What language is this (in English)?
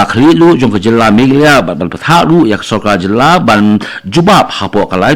Khasi